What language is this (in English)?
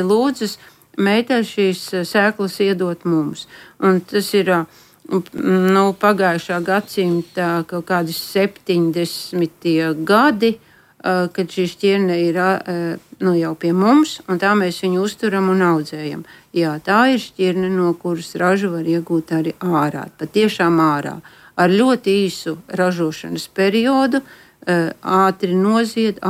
Latvian